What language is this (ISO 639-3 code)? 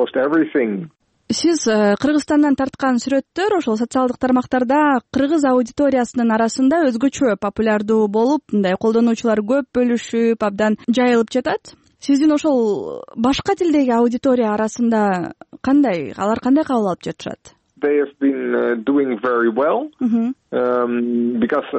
kir